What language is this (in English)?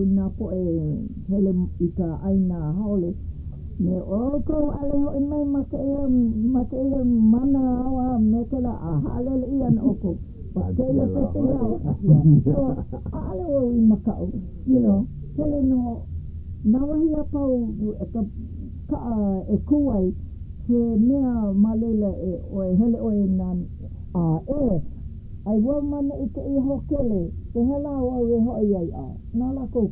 Hawaiian